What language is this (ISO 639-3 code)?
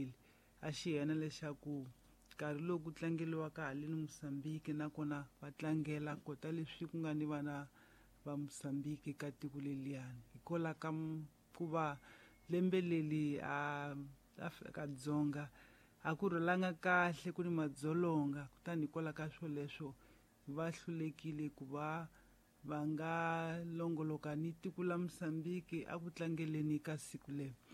tso